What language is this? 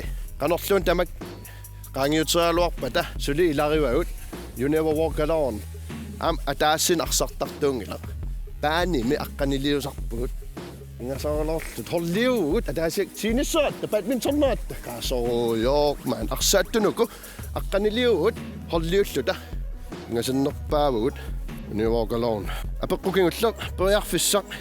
Kalaallisut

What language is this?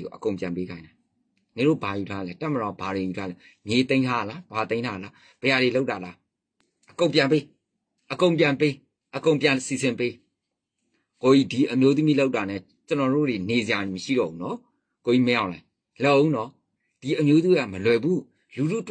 Burmese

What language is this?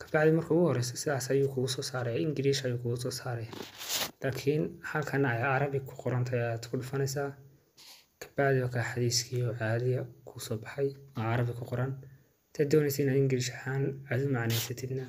Somali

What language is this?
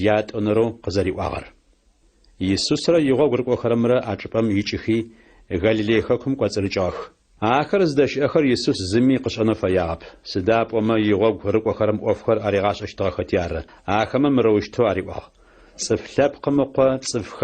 Adyghe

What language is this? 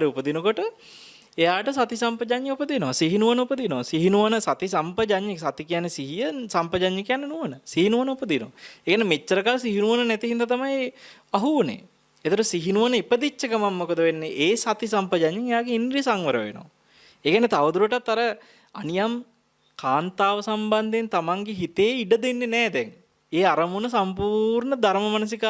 Sinhala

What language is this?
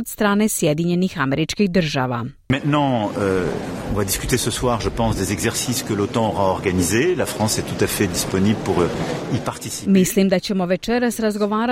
Croatian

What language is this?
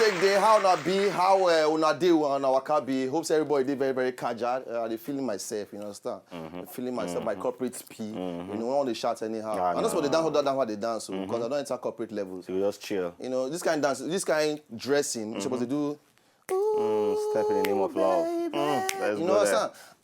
Nigerian Pidgin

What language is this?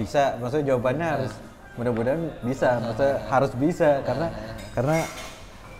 Indonesian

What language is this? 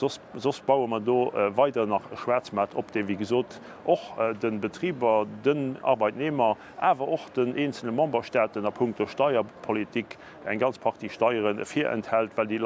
Luxembourgish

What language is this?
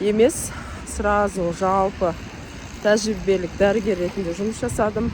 Kazakh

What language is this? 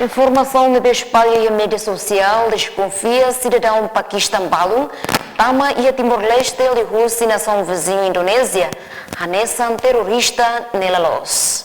Tetum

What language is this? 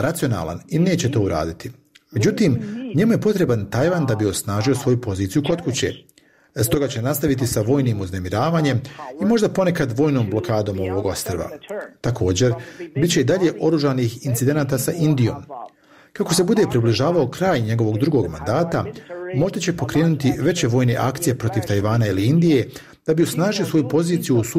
Bosnian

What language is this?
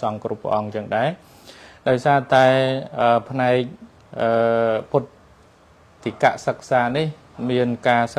Khmer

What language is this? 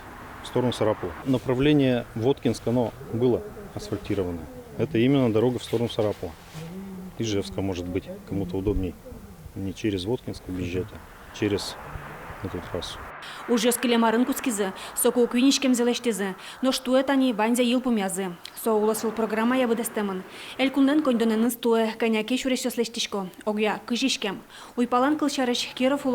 Udmurt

